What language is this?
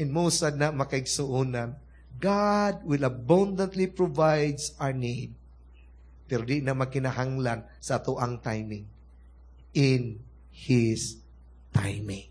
Cebuano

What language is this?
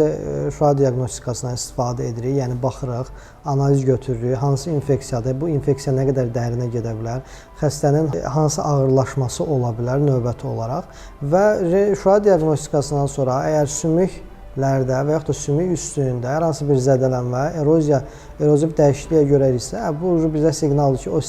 Azerbaijani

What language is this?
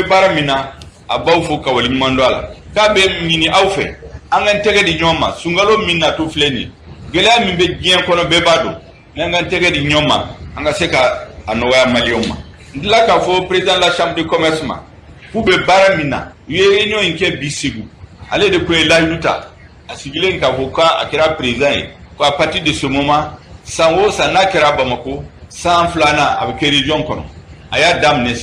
Bambara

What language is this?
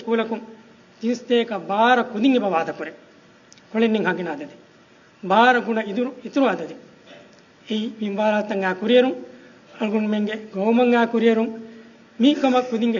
Divehi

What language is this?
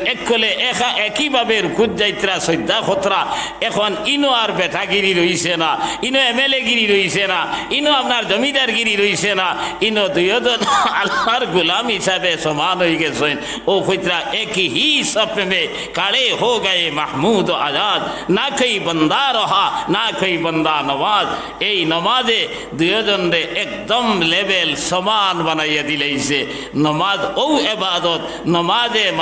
Sylheti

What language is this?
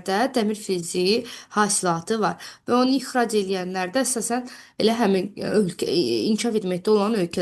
Azerbaijani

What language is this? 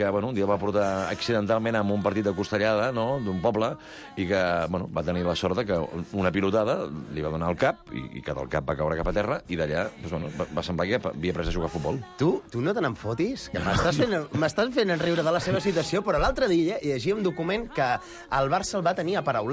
Catalan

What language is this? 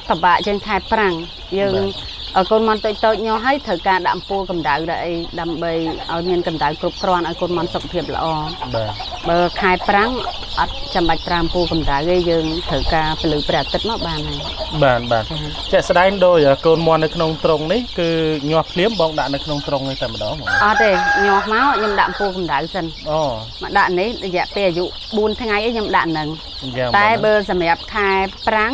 Khmer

